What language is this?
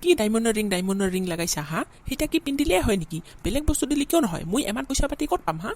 Assamese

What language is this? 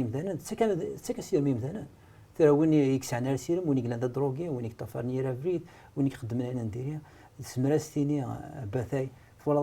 Kabyle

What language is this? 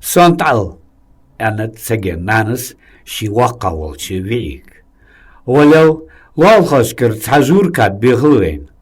Ingush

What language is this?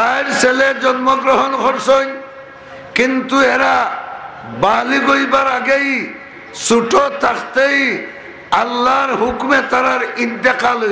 Sylheti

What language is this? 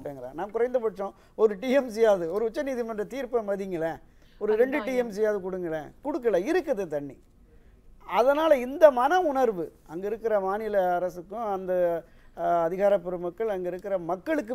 Tamil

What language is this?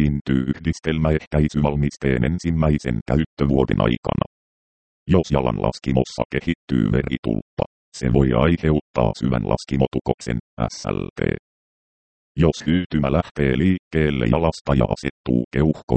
Finnish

